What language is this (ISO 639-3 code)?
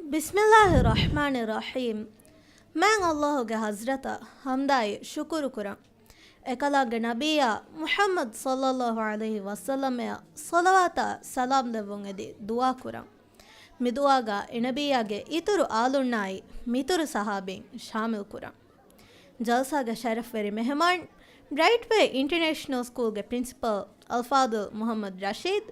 div